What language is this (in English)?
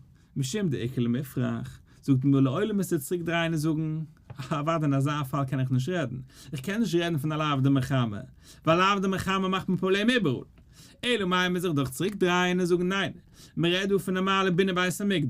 Yiddish